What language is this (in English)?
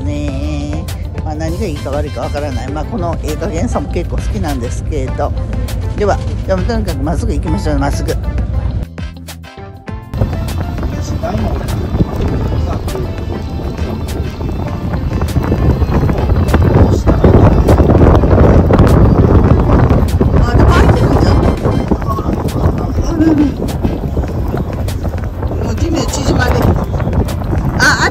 Japanese